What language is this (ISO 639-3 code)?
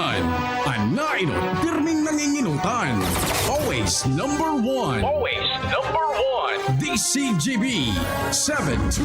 bik